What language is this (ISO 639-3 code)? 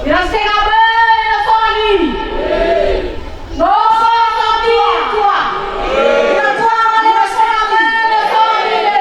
nia